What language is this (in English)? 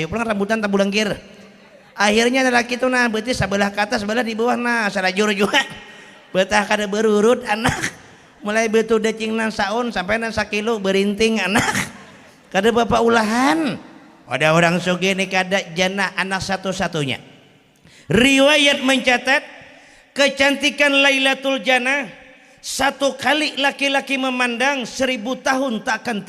Banjar